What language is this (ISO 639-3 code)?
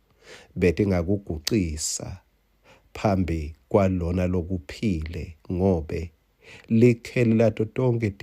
ssw